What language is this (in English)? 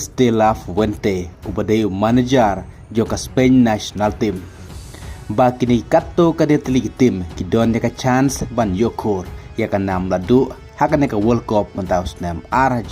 Khasi